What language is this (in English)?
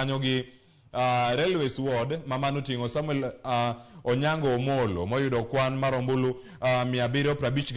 Luo (Kenya and Tanzania)